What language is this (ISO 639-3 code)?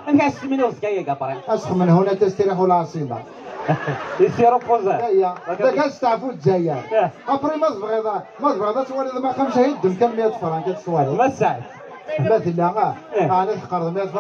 arq